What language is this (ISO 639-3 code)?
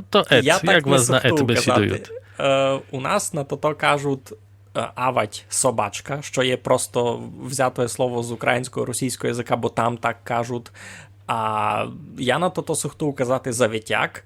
rue